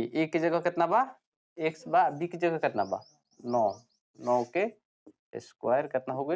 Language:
Bhojpuri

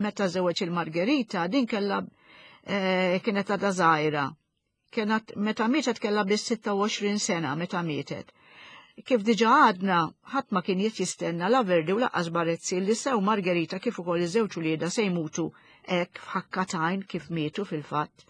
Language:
Maltese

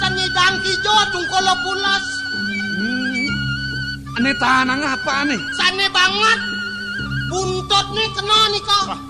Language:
Balinese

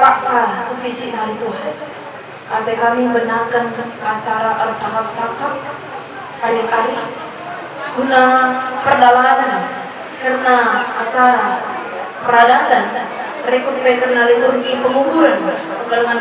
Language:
Batak Karo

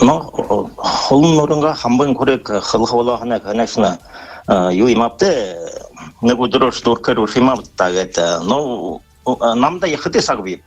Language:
Buriat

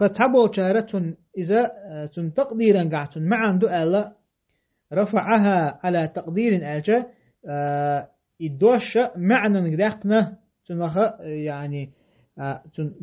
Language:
Chechen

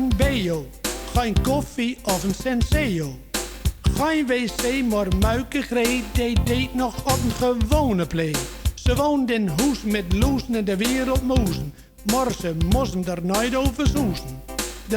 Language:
Gronings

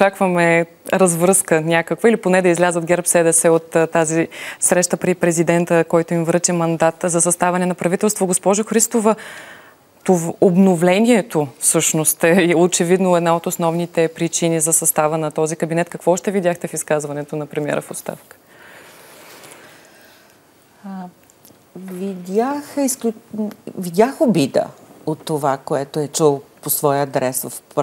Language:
Bulgarian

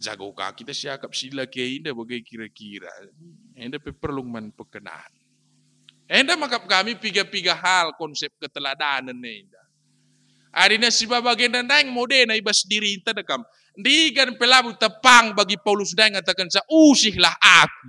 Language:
Batak Karo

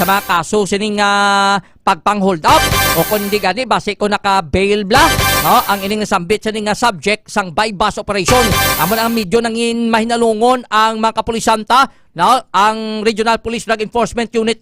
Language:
Hiligaynon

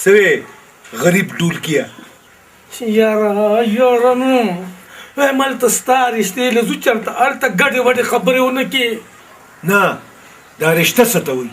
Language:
Pashto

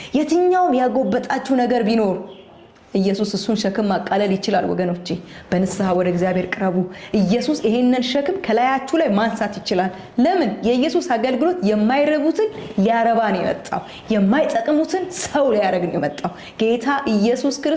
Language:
Amharic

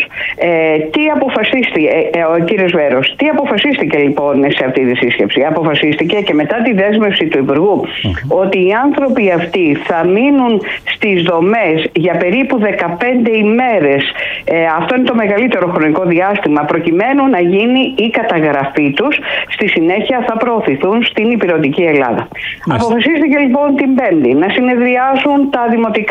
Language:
Greek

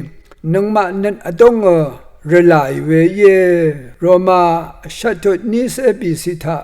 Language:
Rawang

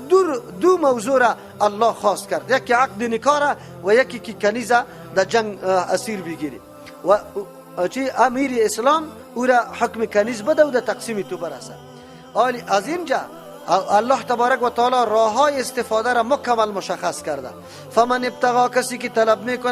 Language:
Persian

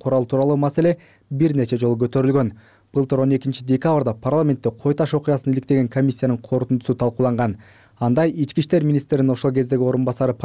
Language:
Kyrgyz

